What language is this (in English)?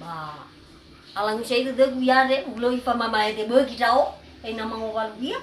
Nias